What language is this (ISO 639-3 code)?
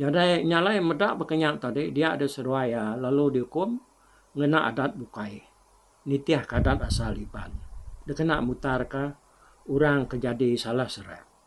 iba